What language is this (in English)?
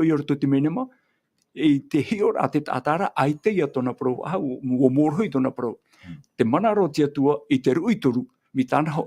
Tahitian